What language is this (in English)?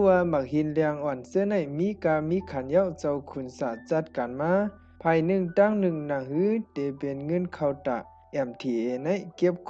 Shan